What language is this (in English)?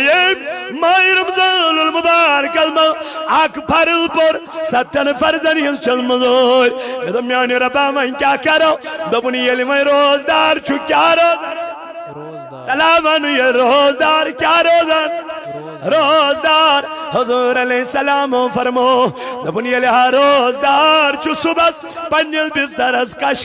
Kashmiri